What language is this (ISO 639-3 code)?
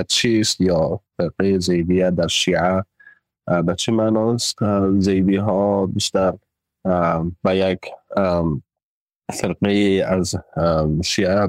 fas